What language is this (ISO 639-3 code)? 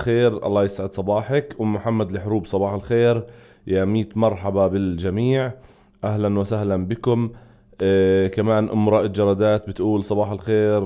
apc